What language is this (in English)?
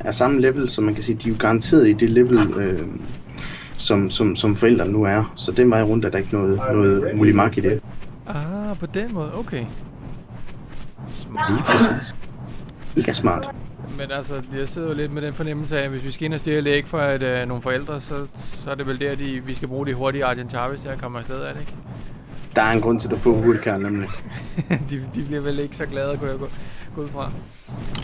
Danish